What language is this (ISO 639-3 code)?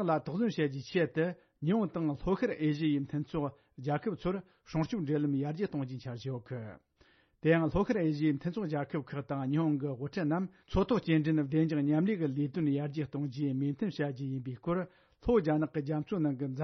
bod